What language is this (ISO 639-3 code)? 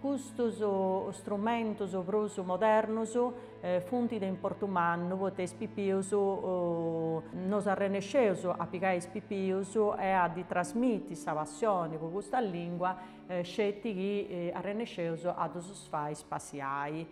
srd